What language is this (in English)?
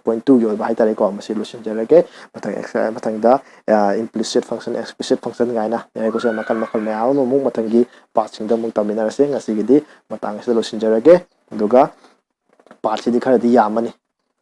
Manipuri